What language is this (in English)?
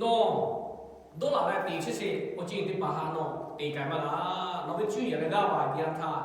Lahu